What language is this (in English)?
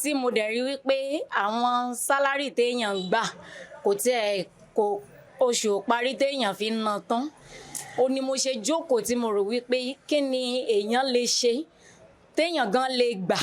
Yoruba